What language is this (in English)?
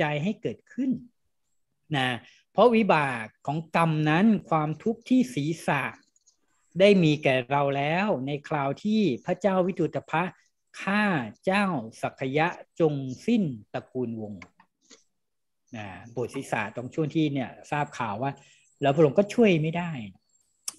Thai